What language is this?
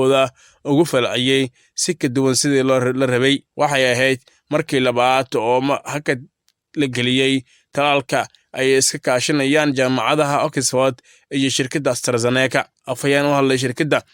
Somali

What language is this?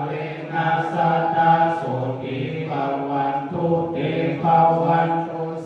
Pali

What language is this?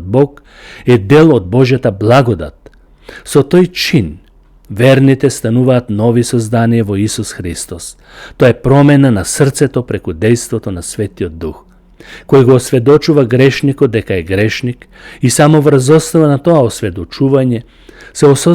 Macedonian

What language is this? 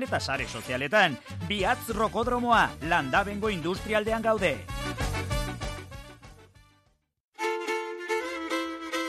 Basque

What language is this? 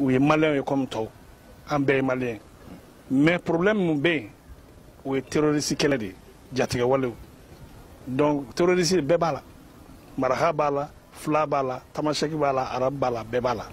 Bambara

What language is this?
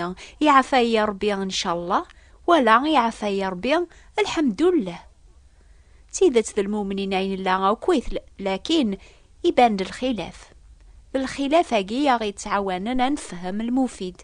Kabyle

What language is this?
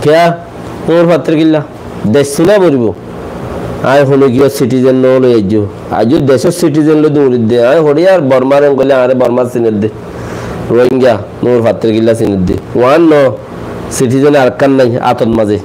Rohingya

